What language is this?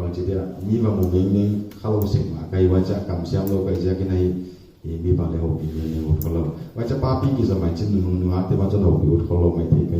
Paite Chin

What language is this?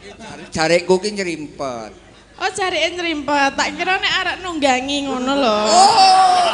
Javanese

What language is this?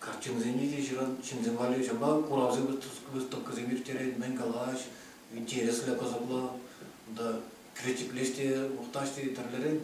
Chuvash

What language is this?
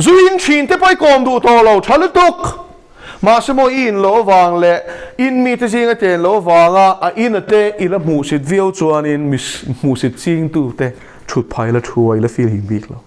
Mizo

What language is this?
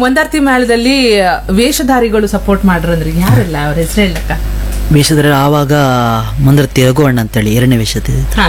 Kannada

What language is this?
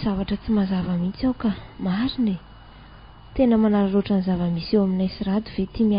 Malagasy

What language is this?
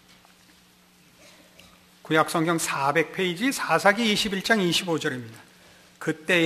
Korean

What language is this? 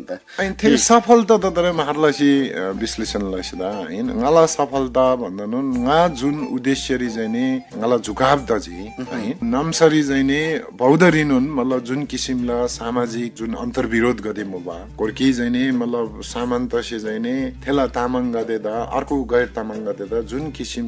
Eastern Tamang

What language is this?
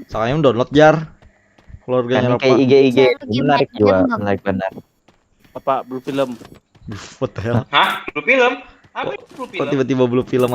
Banjar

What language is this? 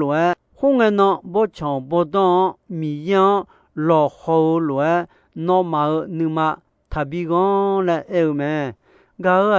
Akha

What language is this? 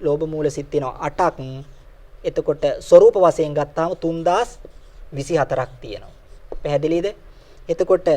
Sinhala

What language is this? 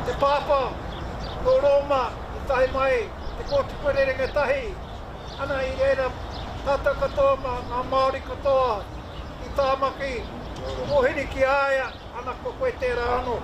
Māori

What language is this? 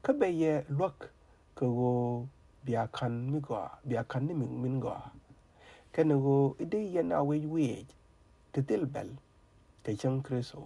Nuer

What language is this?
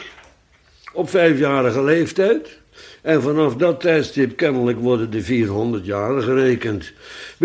Dutch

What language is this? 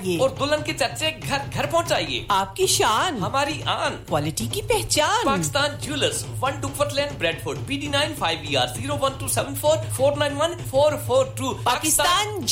Urdu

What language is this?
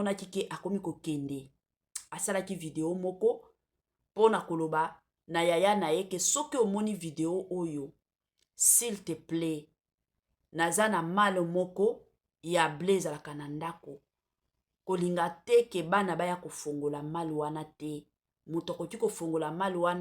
Lingala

